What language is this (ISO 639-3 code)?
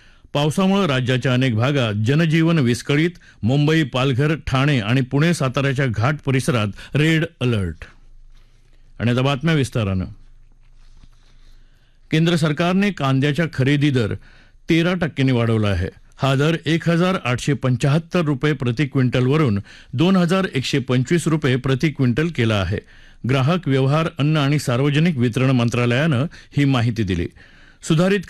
mar